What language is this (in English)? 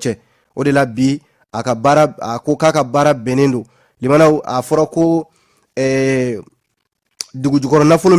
Bambara